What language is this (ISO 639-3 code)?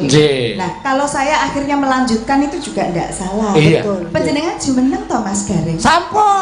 jav